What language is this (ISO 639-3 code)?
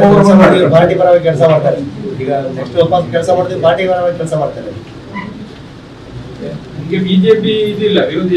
kan